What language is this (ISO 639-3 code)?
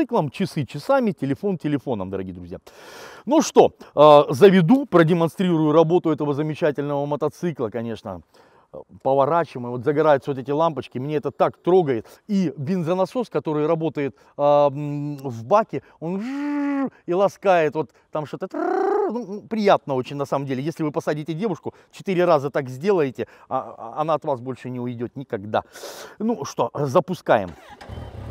rus